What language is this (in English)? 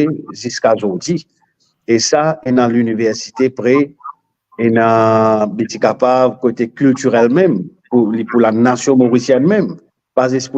Morisyen